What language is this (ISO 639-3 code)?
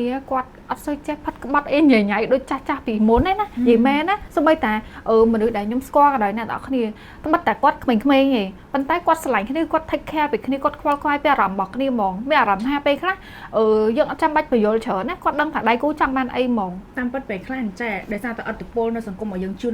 khm